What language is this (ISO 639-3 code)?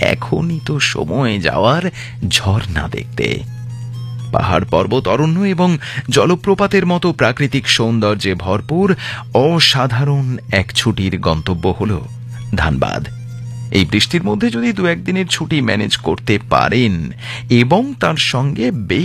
ben